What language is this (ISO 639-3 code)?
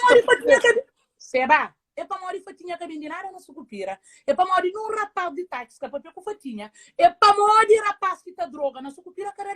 kea